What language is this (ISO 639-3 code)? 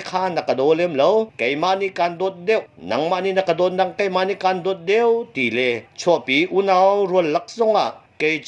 cnh